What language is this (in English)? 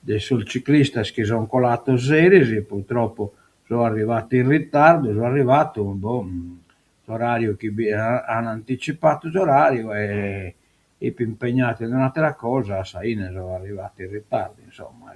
Sardinian